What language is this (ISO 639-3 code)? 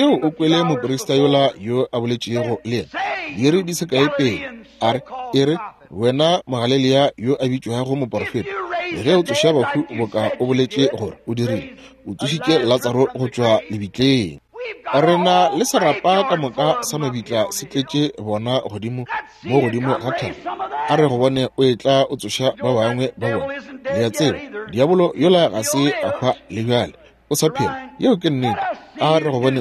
nso